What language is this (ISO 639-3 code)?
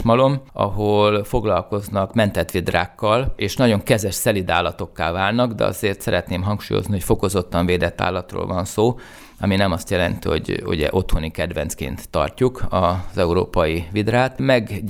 hun